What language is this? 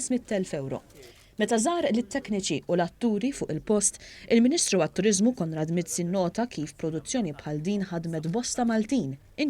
Maltese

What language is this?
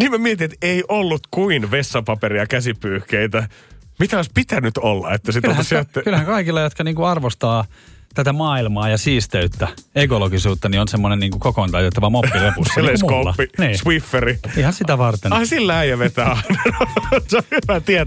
Finnish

